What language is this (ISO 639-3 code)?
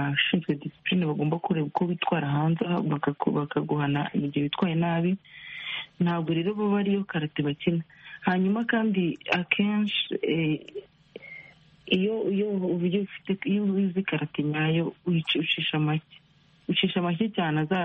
kin